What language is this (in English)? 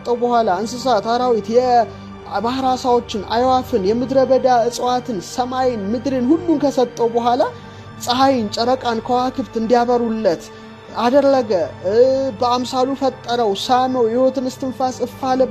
Amharic